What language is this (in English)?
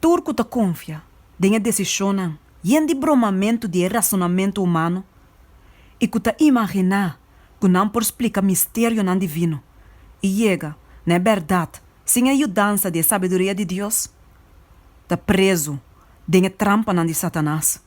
Papiamento